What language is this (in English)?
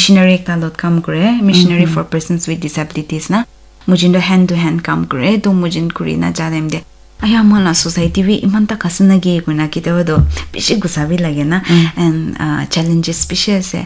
Naga Pidgin